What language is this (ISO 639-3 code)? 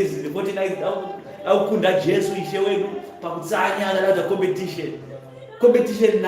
sna